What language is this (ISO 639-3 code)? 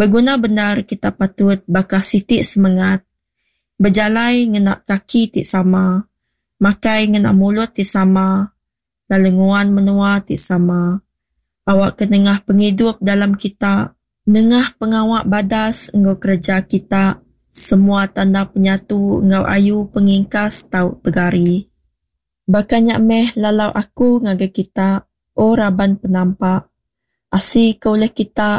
iba